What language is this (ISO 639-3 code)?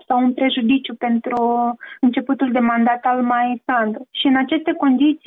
ron